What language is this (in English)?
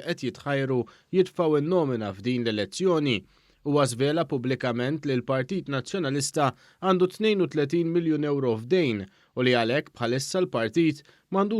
Maltese